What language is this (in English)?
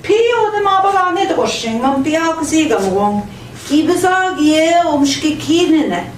Central Ojibwa